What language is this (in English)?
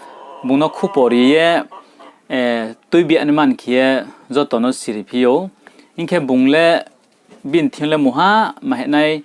Riang (India)